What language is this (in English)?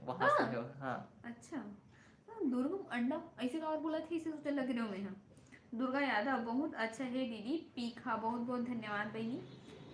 Chhattisgarhi